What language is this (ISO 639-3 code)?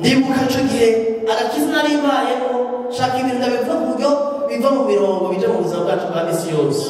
run